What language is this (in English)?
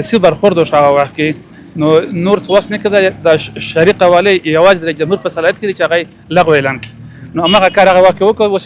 Pashto